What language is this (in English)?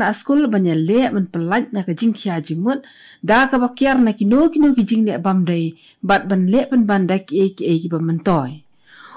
Khasi